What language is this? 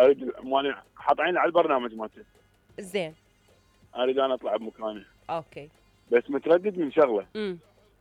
Mesopotamian Arabic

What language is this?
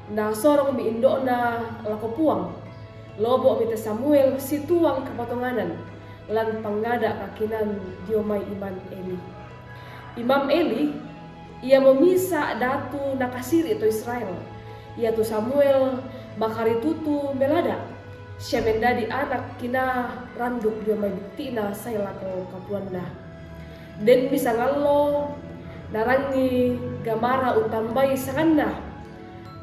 Toraja-Sa'dan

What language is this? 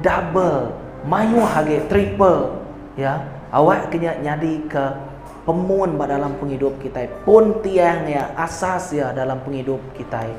Iban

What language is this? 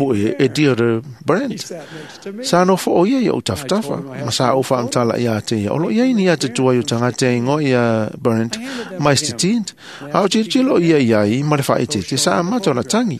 Samoan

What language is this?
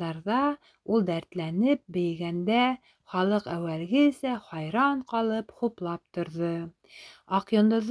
Bashkir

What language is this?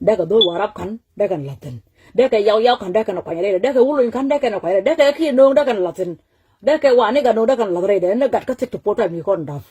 Nuer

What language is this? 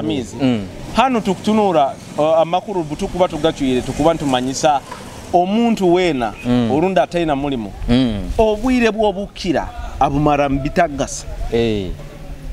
Nyoro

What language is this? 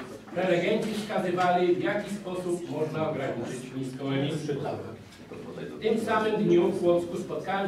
Polish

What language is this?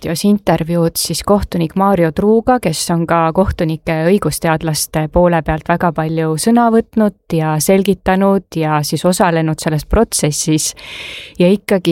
Estonian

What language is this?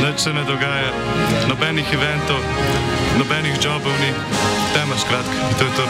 Slovenian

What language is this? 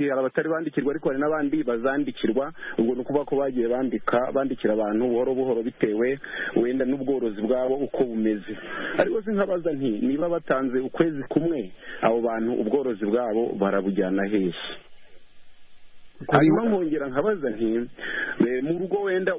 Kinyarwanda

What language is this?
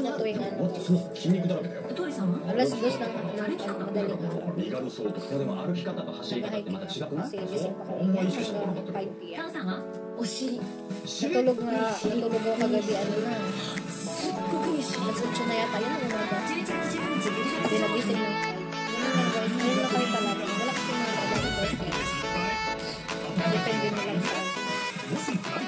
Filipino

